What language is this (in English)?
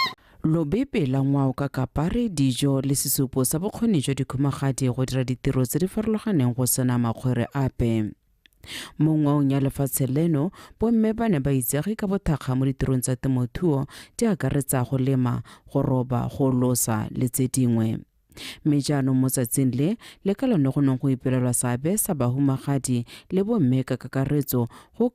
Tswana